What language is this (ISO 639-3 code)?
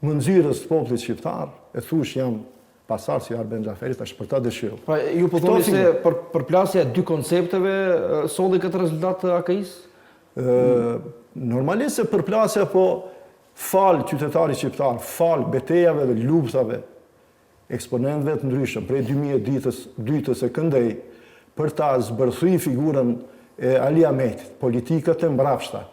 sqi